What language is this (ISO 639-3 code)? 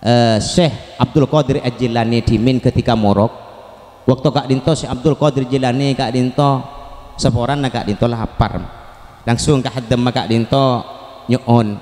mad